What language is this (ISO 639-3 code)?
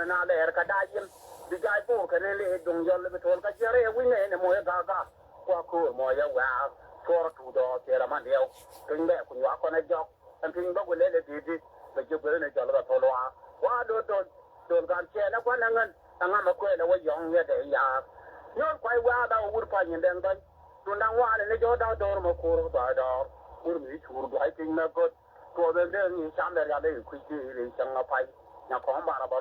nus